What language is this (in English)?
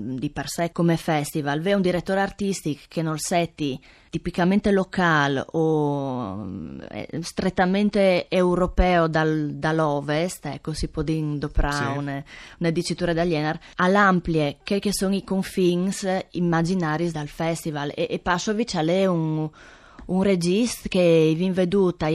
Friulian